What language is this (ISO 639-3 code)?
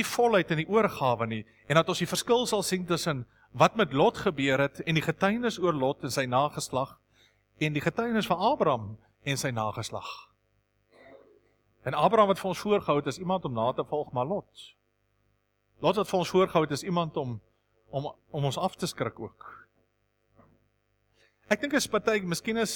afr